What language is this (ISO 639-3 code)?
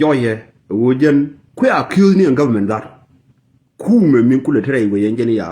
nus